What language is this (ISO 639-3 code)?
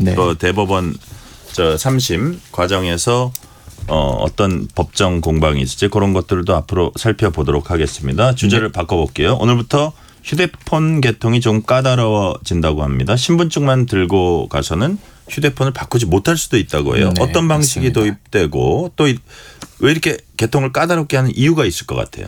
kor